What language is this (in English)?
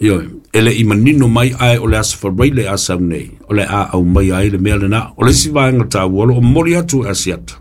Samoan